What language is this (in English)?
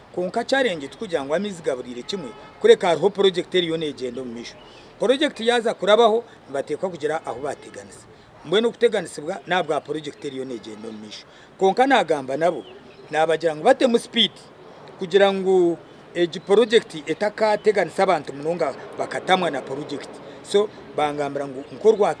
Nyankole